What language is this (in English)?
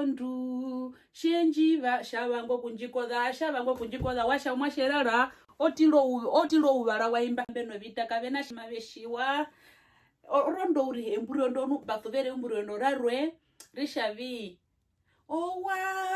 Herero